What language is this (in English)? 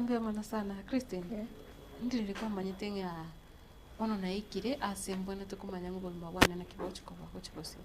Gusii